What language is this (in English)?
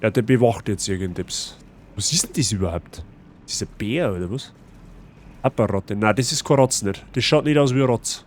Bavarian